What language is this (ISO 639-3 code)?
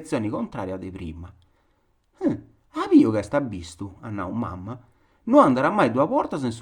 srd